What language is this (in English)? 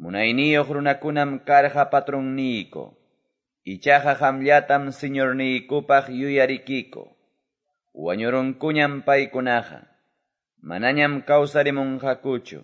Quechua